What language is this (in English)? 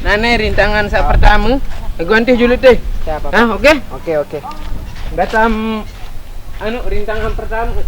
Sasak